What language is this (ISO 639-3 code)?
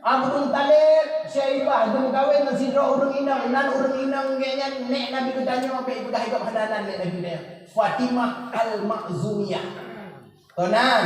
ace